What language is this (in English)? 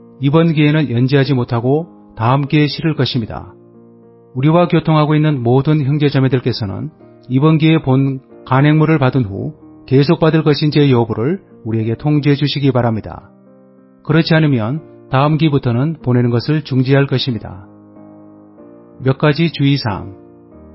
Korean